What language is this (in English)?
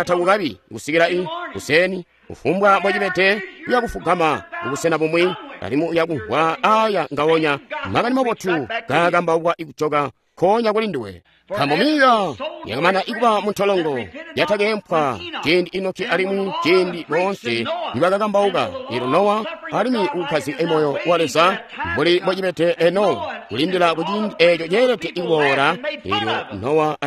Tonga (Zambia)